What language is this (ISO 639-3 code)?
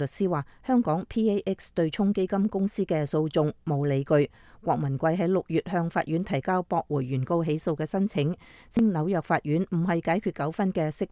yue